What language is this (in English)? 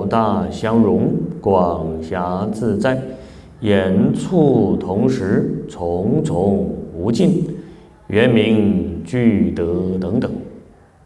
Chinese